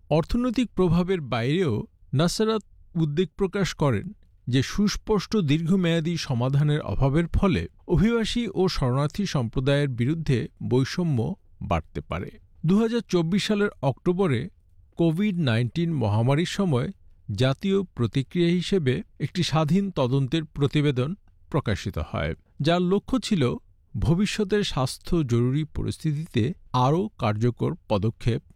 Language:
Bangla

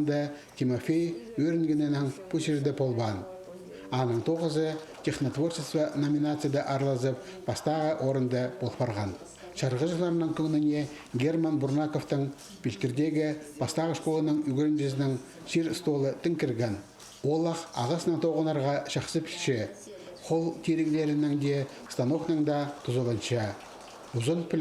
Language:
Khakas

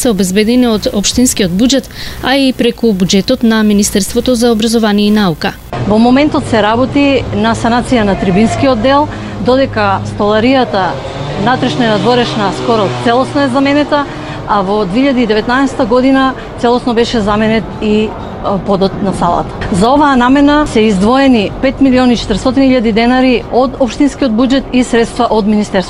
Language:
Macedonian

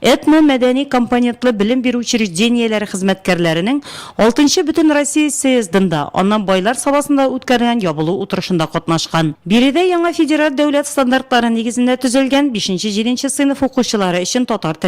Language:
Tatar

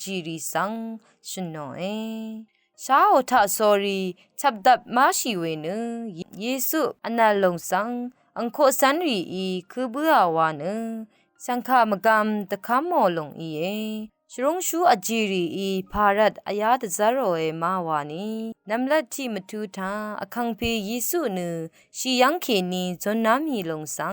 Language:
Rawang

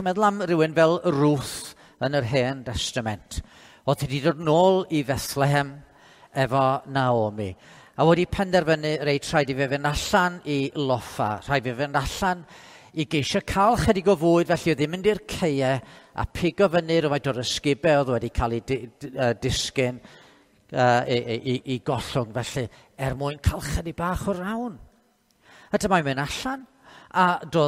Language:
Welsh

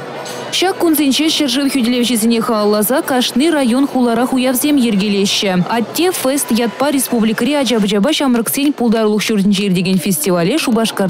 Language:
Chuvash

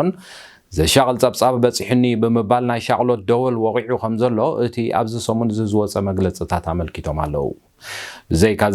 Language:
Tigrinya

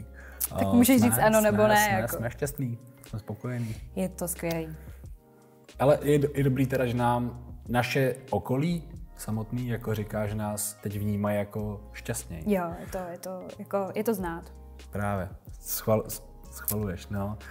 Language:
Czech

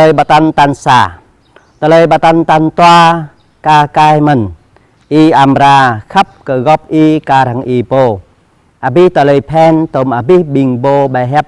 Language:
Jarai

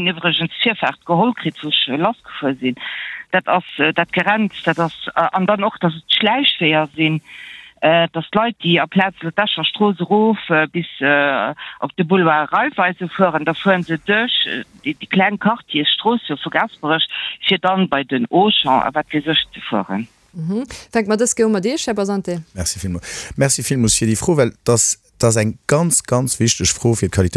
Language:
Luxembourgish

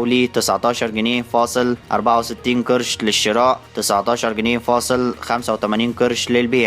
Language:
Egyptian Arabic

